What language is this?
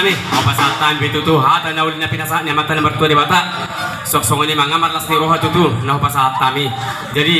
Batak Toba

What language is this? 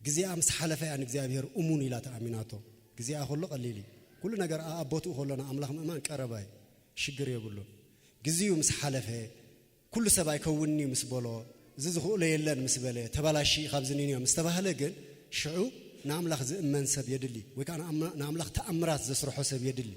Tigrinya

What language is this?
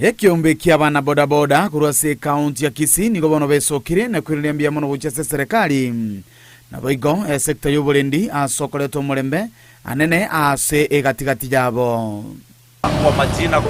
Gusii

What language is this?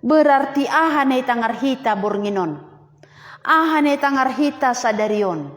Batak Simalungun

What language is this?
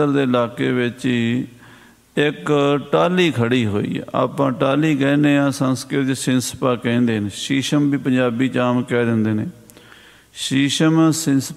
Punjabi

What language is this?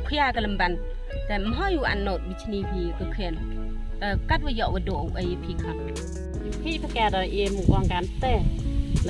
Khasi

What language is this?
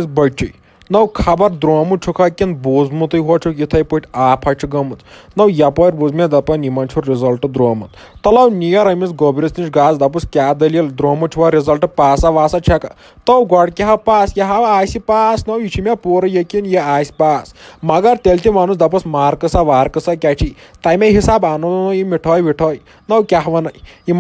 Kashmiri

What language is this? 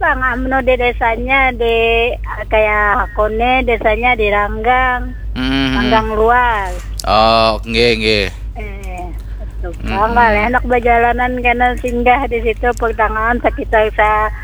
Banjar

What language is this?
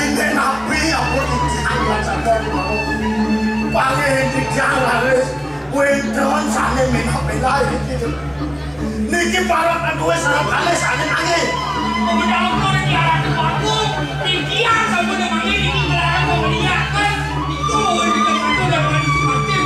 Balinese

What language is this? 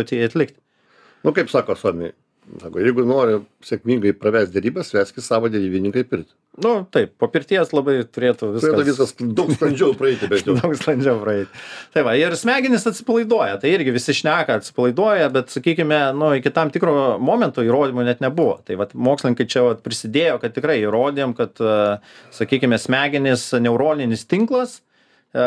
Lithuanian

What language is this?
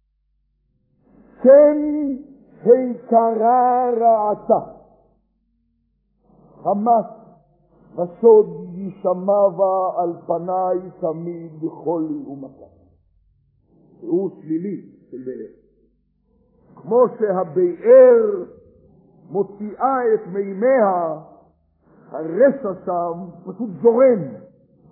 Hebrew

